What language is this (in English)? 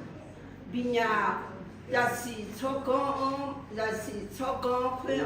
Akha